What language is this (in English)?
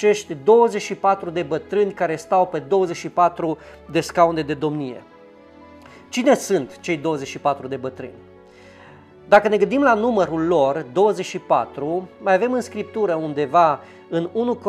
Romanian